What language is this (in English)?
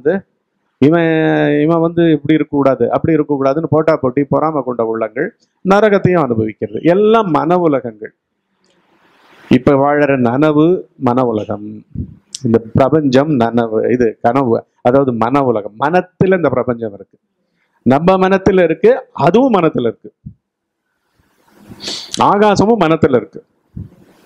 Tamil